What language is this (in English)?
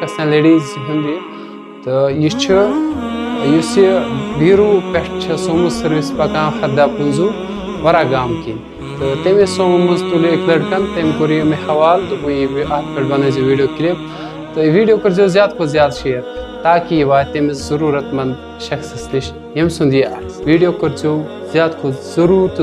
Kashmiri